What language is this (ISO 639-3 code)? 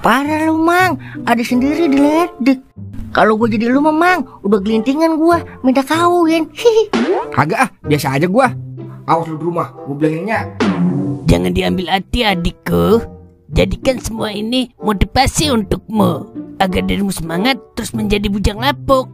bew